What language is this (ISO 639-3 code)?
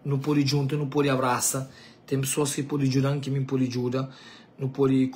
kea